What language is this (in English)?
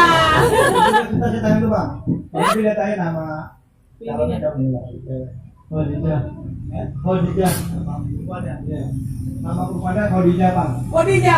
Betawi